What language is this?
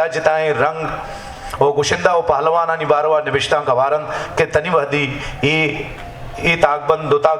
Eastern Balochi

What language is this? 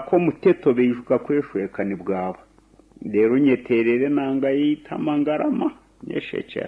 Nyankole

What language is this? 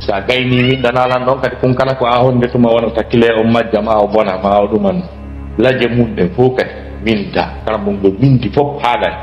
Fula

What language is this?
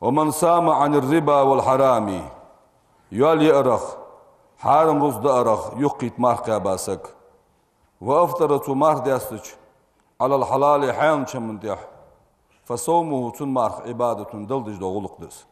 Ingush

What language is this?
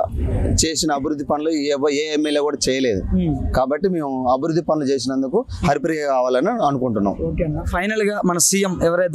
Telugu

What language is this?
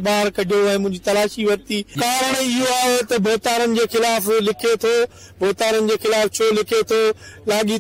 Sindhi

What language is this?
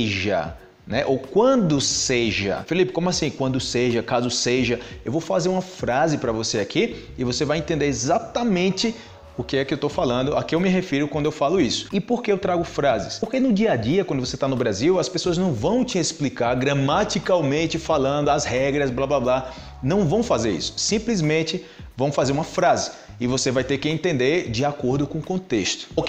Portuguese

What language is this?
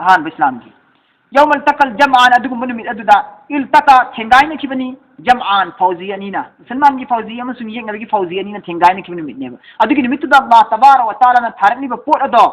Manipuri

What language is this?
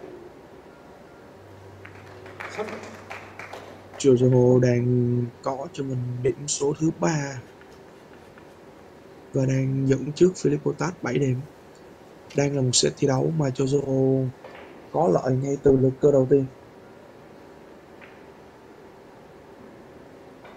Vietnamese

